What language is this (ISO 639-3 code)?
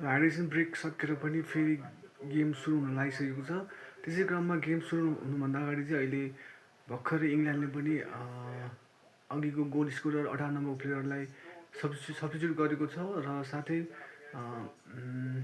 nep